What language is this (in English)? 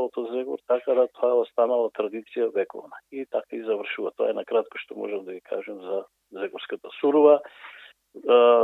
Macedonian